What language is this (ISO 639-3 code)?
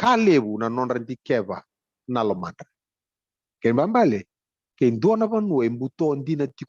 fij